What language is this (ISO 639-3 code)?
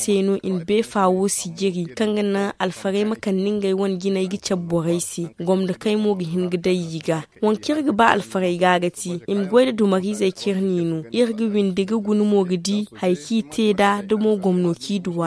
dje